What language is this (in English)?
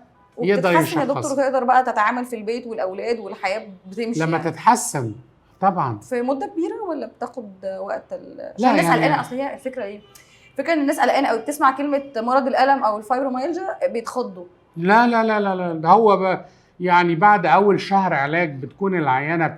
Egyptian Arabic